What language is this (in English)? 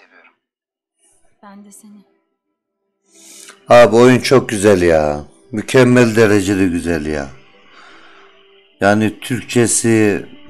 Turkish